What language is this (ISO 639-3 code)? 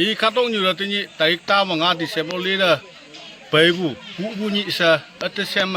nag